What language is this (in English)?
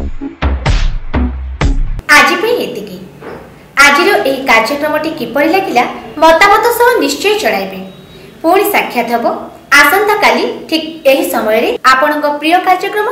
Odia